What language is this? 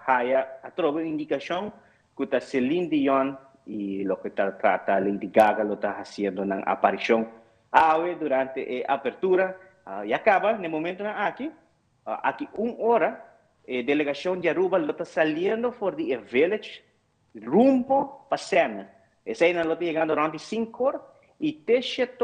Papiamento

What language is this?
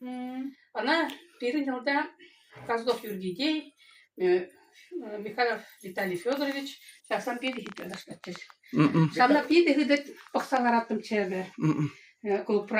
Chuvash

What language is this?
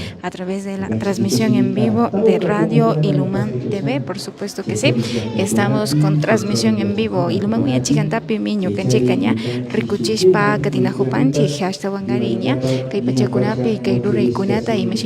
Imbabura Highland Quichua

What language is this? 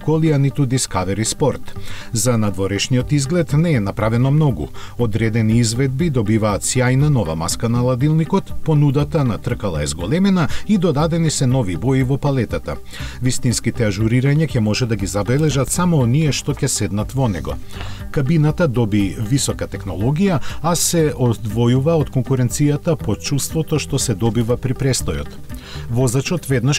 Macedonian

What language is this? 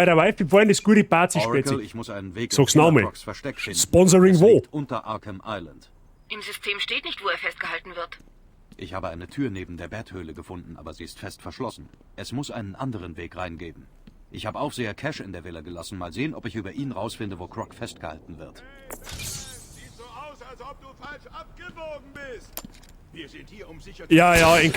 Bavarian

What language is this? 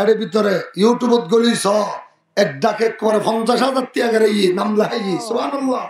Rohingya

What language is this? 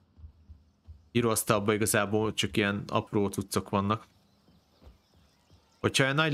Hungarian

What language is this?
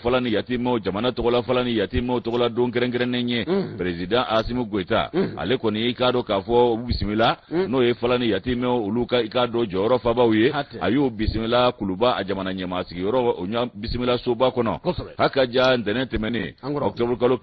Bambara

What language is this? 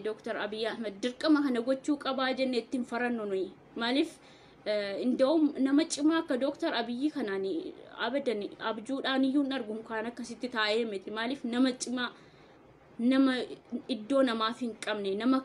Oromo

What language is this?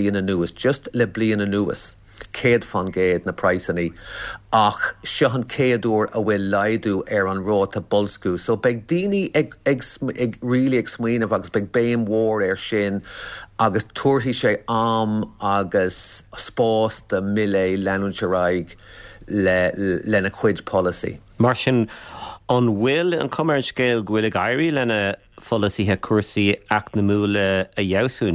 Irish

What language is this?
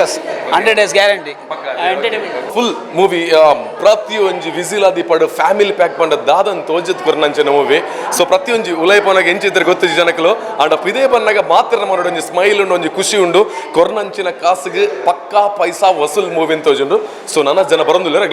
Tulu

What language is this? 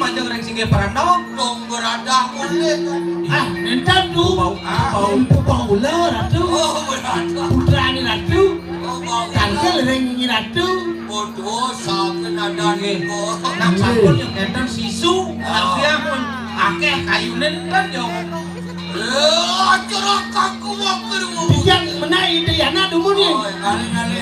Balinese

